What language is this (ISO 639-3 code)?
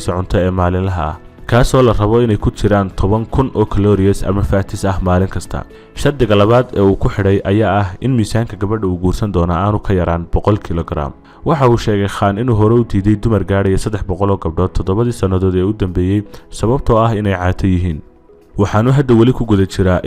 som